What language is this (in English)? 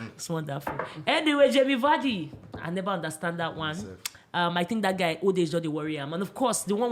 Nigerian Pidgin